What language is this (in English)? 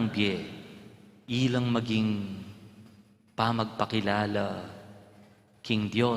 Pampanga